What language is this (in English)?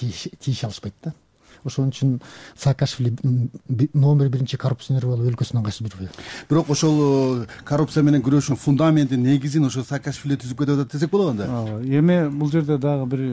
Kyrgyz